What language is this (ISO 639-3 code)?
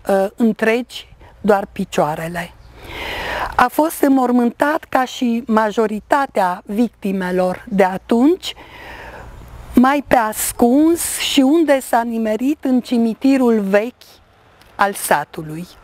ron